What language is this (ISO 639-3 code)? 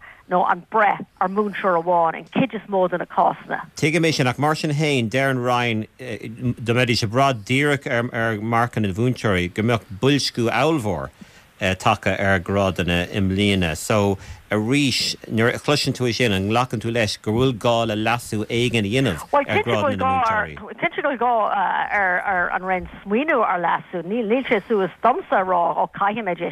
gle